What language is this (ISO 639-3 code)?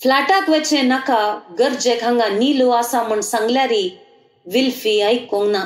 kok